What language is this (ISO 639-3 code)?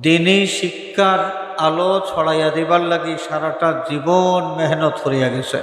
syl